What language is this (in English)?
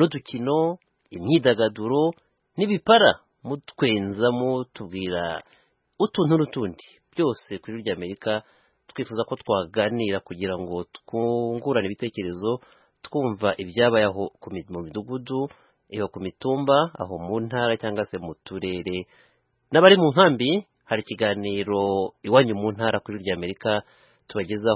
Kinyarwanda